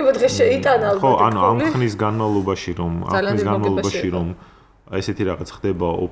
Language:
Georgian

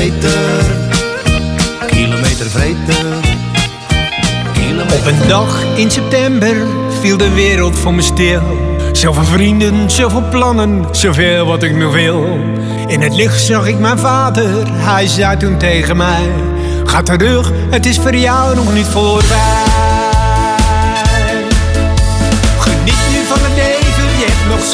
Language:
Dutch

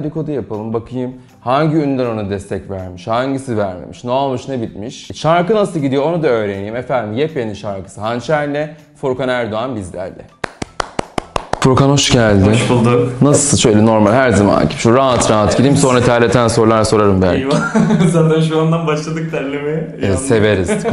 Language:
Turkish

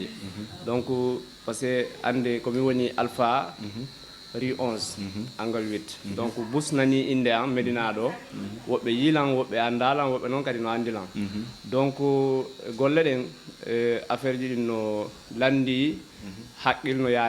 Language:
Fula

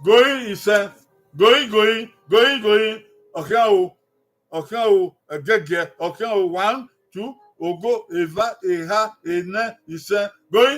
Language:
Bini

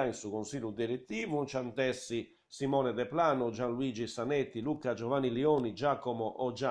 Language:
Sardinian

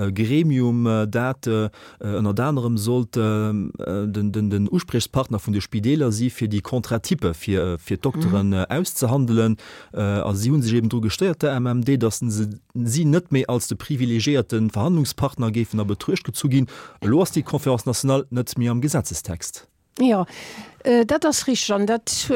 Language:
Luxembourgish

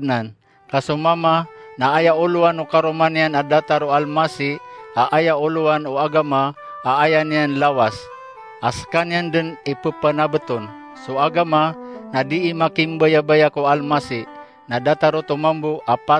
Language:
Maranao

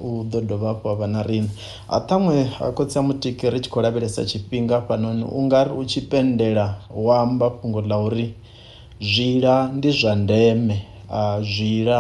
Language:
Venda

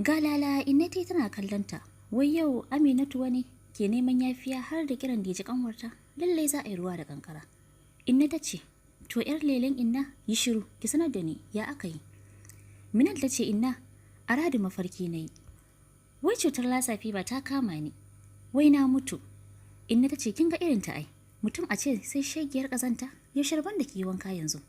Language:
Hausa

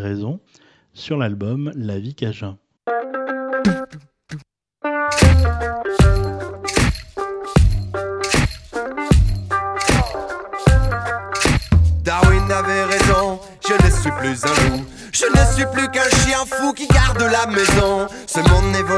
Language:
French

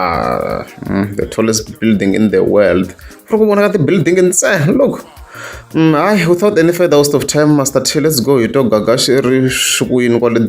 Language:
Tsonga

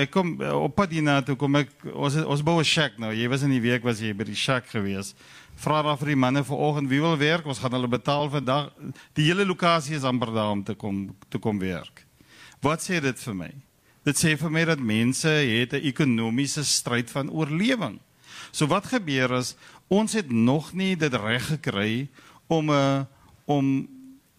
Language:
Afrikaans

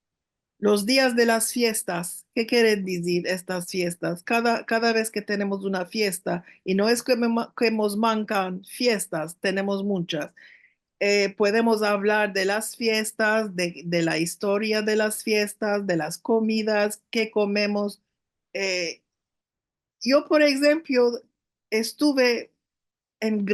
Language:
Ladino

